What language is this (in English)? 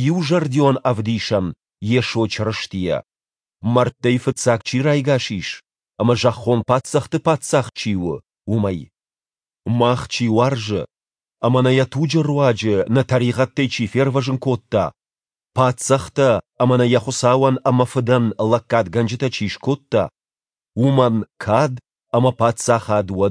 Ossetic